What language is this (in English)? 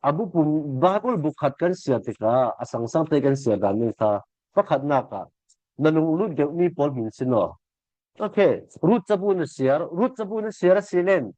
Falam Chin